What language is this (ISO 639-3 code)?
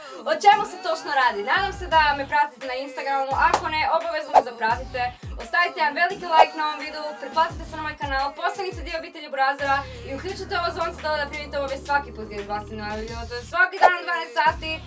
hrv